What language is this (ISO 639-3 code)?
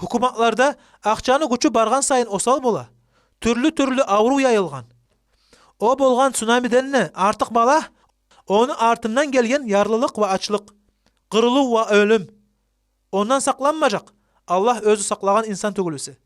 kum